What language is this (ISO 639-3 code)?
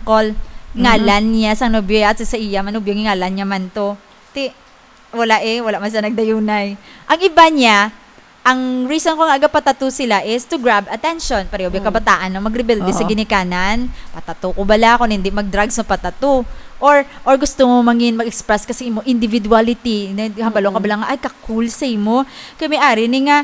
hil